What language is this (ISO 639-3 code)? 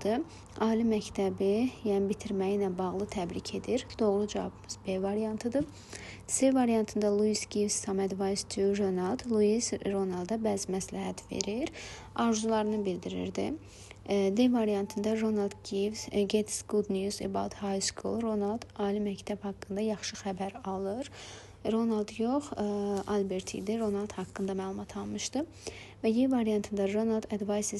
aze